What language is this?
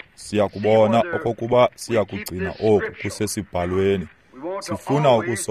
Xhosa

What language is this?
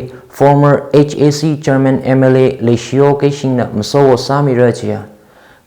Tangkhul Naga (India)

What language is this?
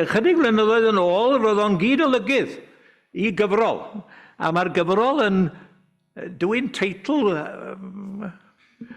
Welsh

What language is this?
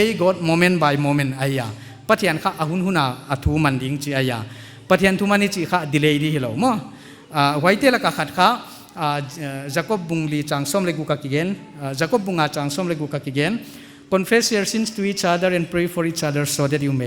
Paite Chin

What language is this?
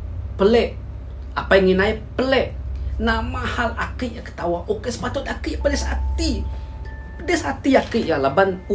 Iban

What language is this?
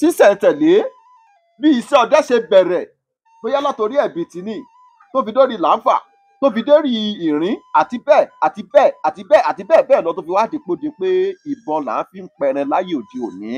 Yoruba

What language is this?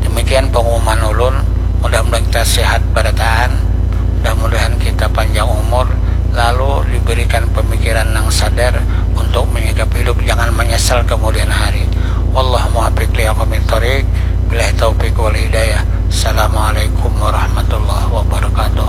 Banjar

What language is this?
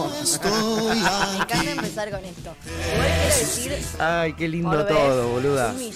Spanish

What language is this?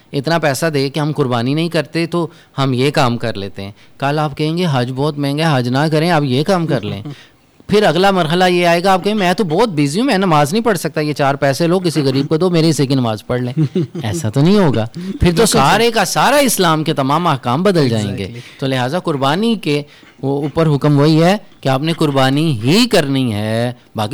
Urdu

